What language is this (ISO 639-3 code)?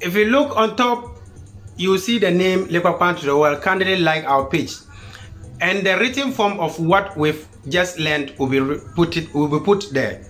xon